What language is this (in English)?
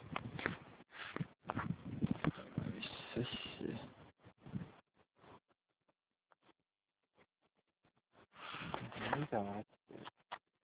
Estonian